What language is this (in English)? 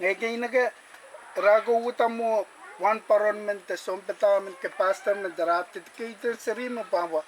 Pohnpeian